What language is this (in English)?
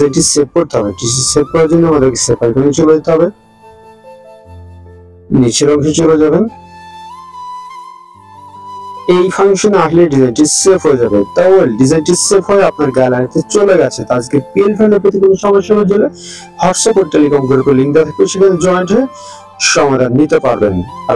Bangla